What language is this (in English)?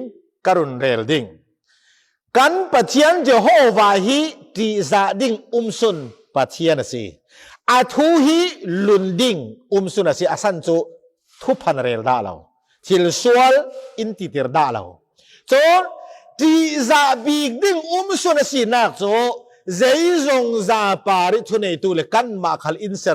Falam Chin